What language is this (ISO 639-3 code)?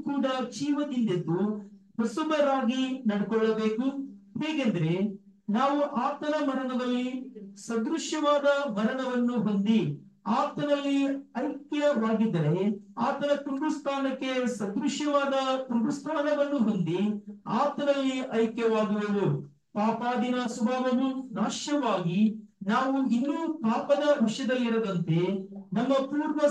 kan